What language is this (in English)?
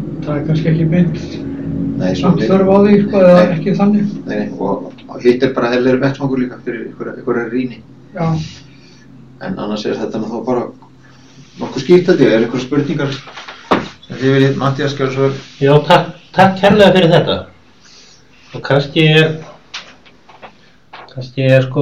Icelandic